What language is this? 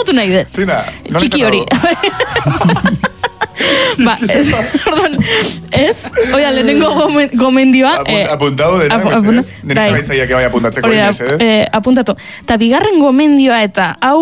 Basque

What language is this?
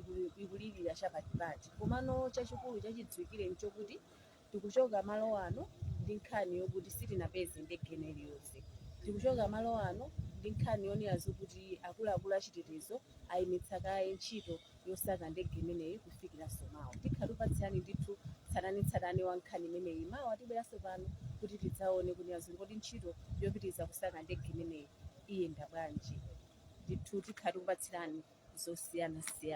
Nyanja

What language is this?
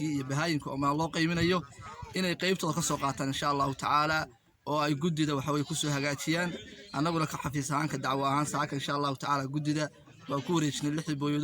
Somali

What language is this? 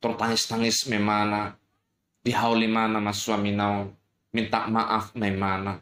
Batak Toba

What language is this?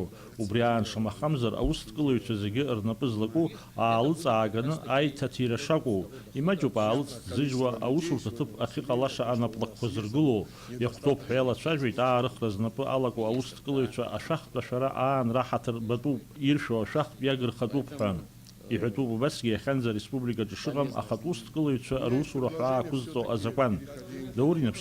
Abkhazian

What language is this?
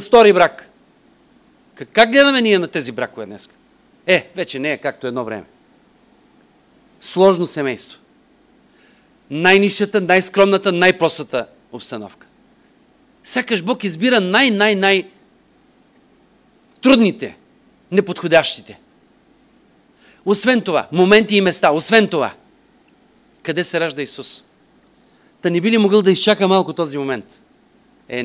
Bulgarian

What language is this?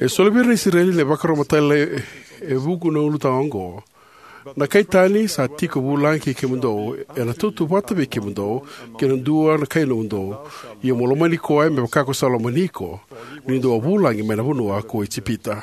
Fijian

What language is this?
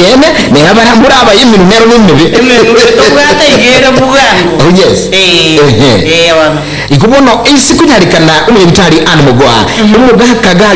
Gusii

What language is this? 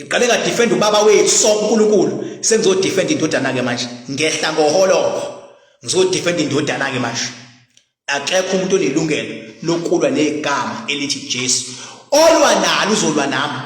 Zulu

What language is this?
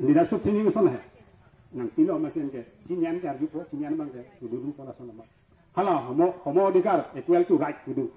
Karbi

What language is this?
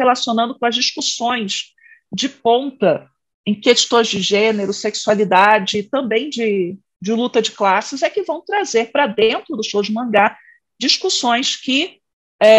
Portuguese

